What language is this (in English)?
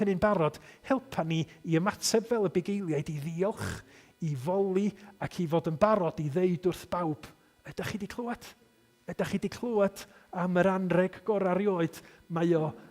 Welsh